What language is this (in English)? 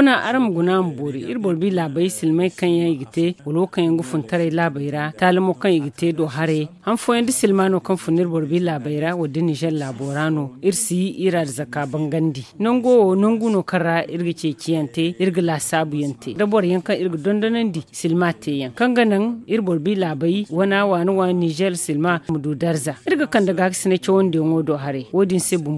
Zarma